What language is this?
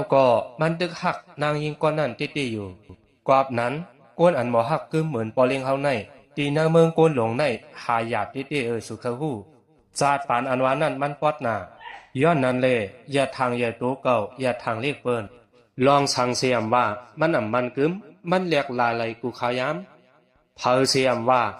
Shan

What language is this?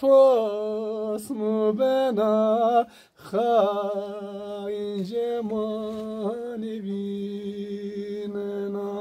Zaza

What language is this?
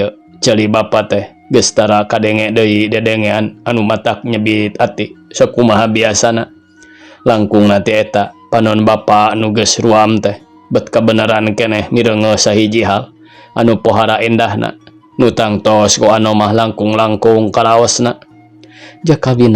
Sundanese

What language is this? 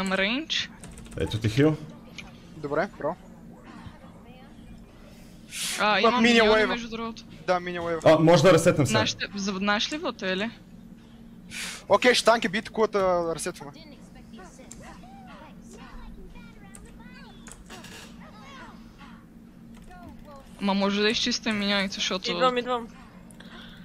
Bulgarian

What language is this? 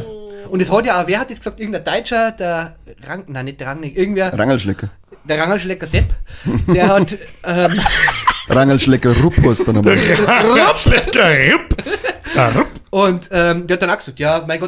Bavarian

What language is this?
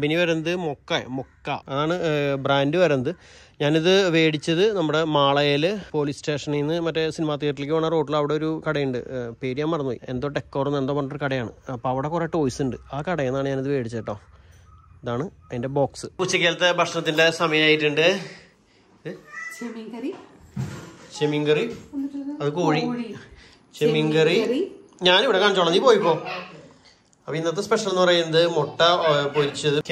Malayalam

